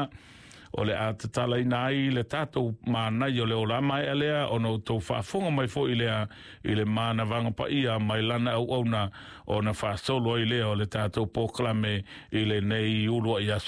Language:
Samoan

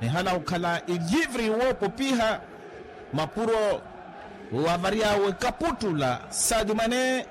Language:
Makhuwa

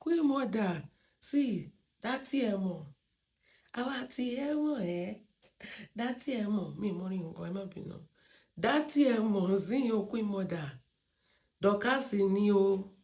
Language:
Yoruba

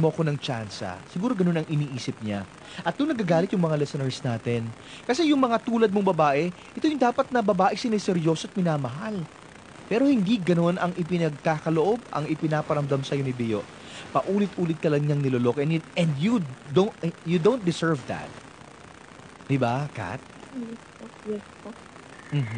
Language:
Filipino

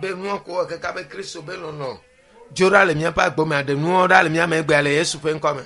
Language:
Ewe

